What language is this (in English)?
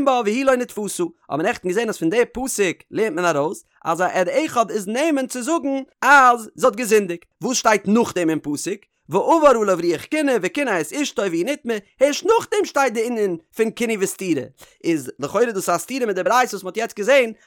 Yiddish